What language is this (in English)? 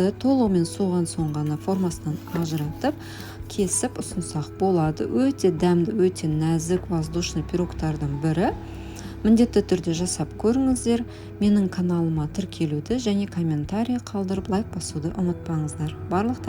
Kazakh